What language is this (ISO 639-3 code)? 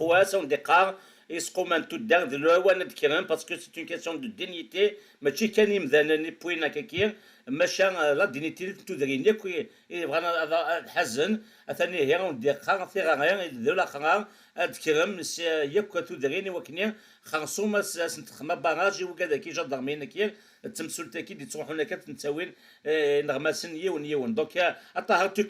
kab